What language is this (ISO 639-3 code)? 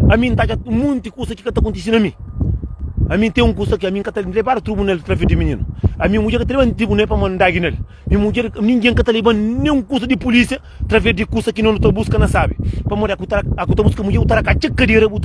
kea